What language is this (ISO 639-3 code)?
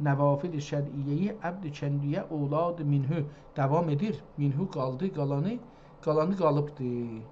azb